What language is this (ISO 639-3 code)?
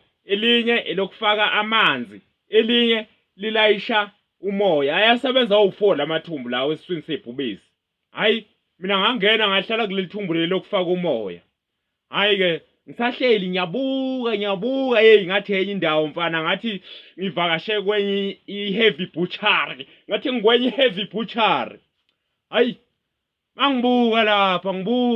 zul